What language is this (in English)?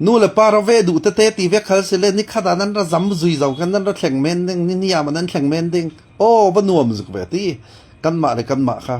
Falam Chin